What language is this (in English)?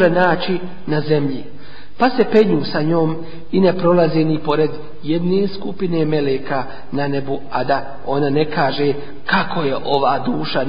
Bosnian